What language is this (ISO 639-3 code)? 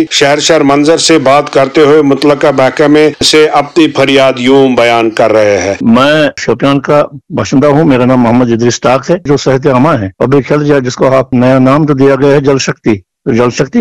urd